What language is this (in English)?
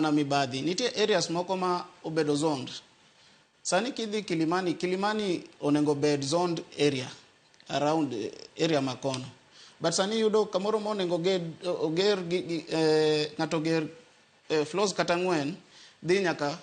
Luo (Kenya and Tanzania)